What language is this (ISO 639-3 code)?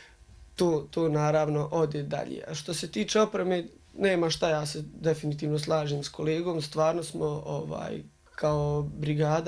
bos